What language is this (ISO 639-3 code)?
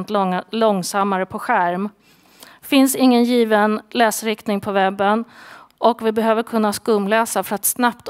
swe